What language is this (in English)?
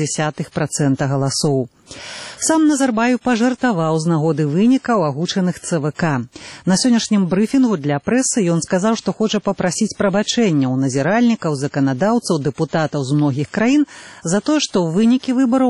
Belarusian